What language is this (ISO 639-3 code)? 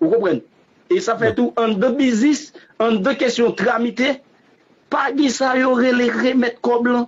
hat